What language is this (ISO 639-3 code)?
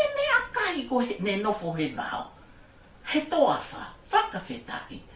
ton